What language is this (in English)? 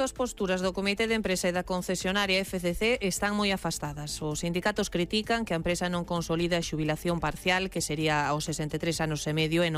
Galician